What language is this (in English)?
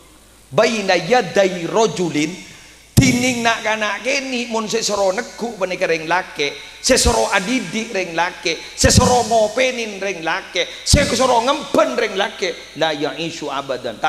Madurese